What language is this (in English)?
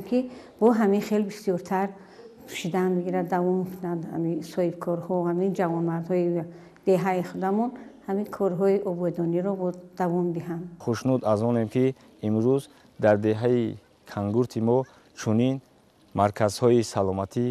Tajik